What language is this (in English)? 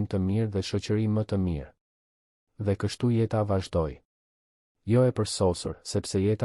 Albanian